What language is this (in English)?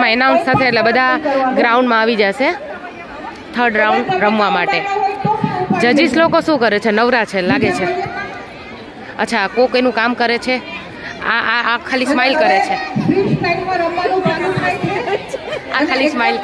Gujarati